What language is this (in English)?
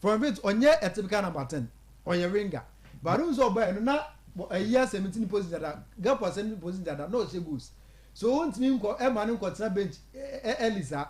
Akan